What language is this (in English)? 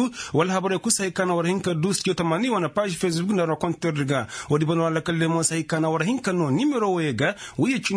Koyraboro Senni